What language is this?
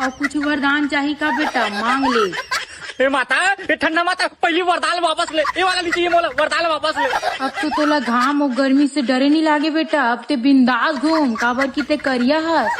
Chhattisgarhi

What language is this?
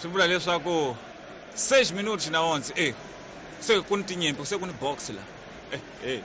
Tsonga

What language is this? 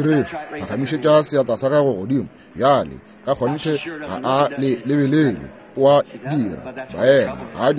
Northern Sotho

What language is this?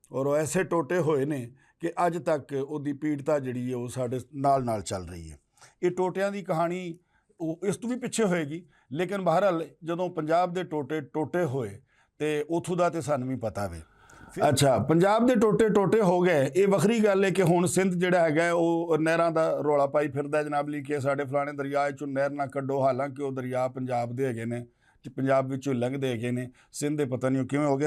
Western Panjabi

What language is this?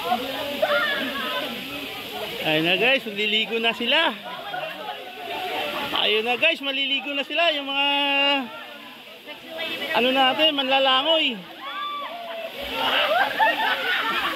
Filipino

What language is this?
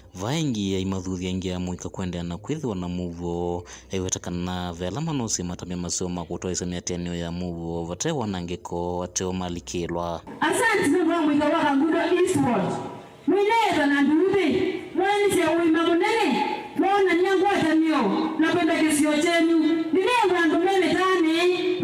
Kamba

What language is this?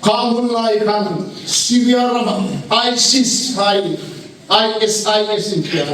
Hmar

